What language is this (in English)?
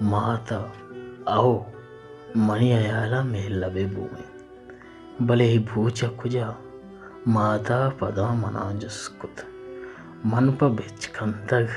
Baluchi